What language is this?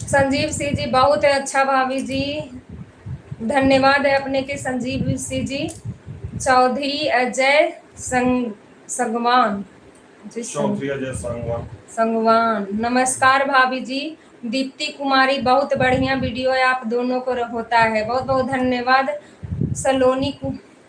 Magahi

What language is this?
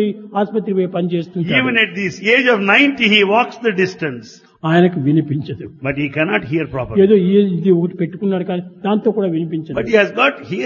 Telugu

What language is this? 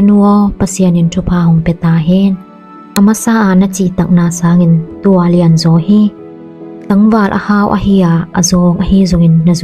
Tedim Chin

